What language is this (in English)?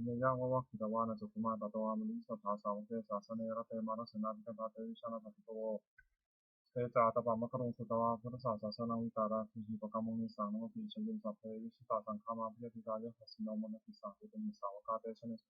Pali